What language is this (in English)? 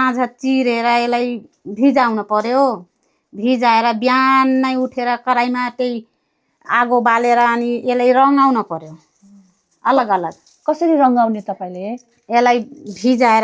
Nepali